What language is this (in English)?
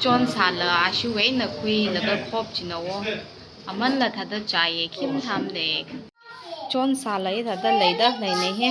Tangkhul Naga (India)